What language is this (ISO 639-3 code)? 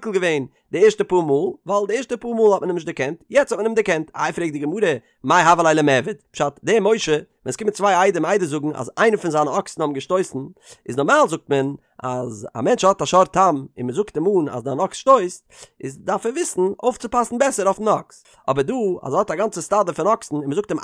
yid